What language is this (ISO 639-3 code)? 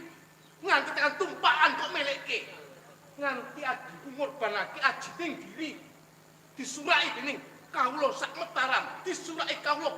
jav